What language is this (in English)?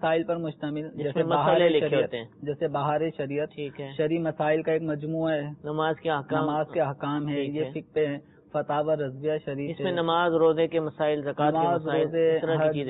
Urdu